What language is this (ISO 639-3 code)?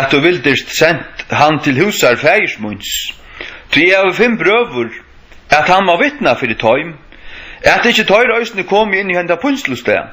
fao